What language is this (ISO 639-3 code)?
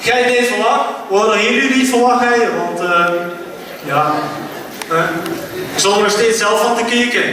lim